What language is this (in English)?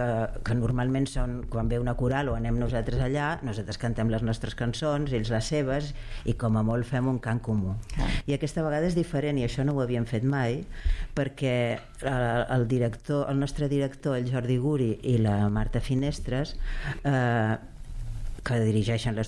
Catalan